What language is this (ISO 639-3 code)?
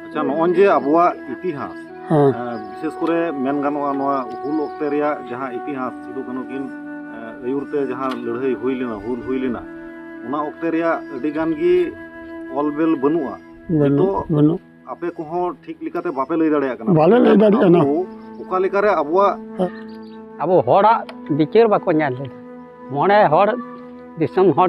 sat